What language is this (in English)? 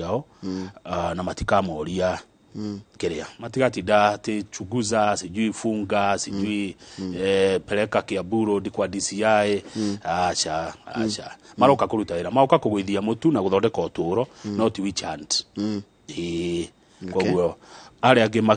Kikuyu